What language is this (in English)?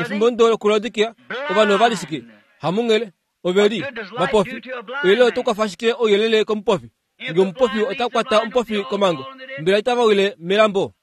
Kuanyama